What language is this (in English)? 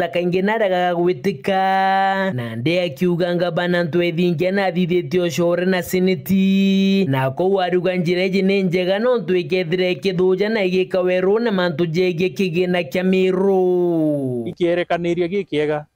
Meru